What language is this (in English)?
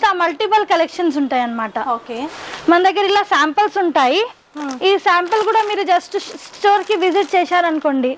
Telugu